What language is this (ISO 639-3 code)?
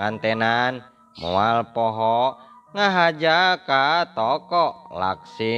sun